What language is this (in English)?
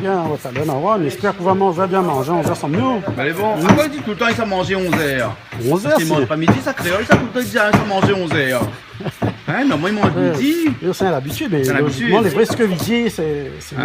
Réunion Creole French